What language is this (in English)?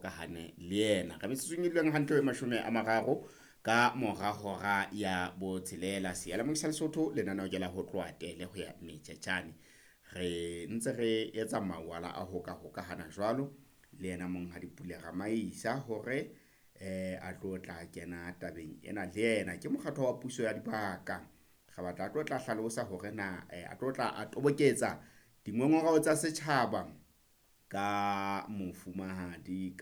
Southern Sotho